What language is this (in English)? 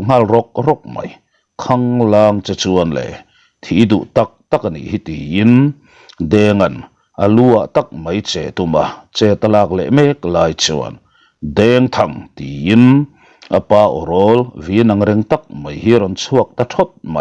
Mizo